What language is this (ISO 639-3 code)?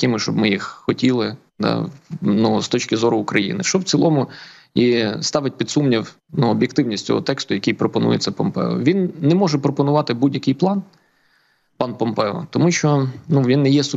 ukr